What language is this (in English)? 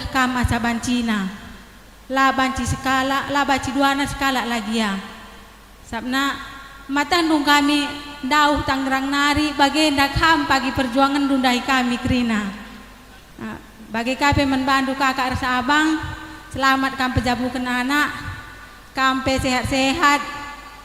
Batak Karo